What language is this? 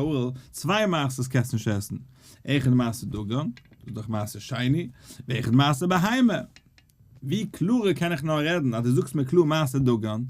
Yiddish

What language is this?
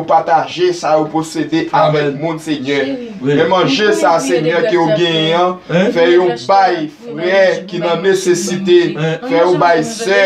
Haitian Creole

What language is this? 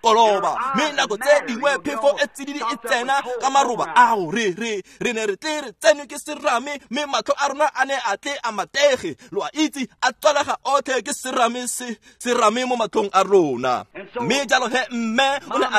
Tswana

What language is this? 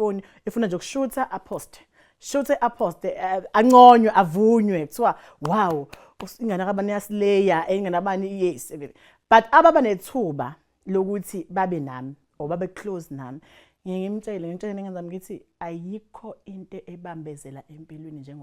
Zulu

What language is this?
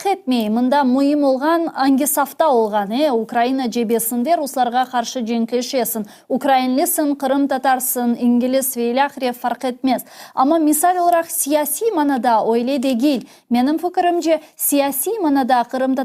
Crimean Tatar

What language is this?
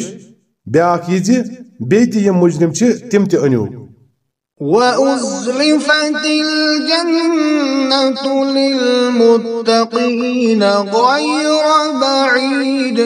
Kashmiri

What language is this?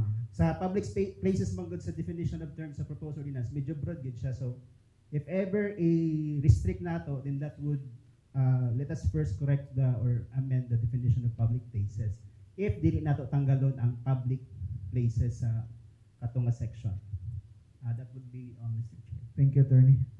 Cebuano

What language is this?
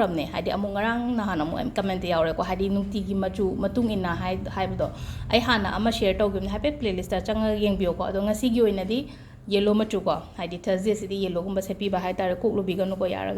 Manipuri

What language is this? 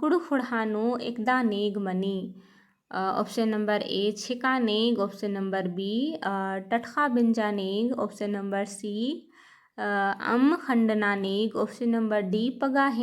Kurukh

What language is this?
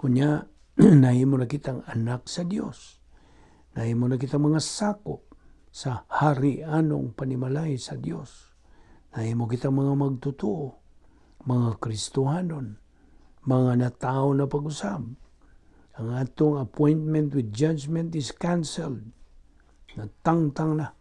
Cebuano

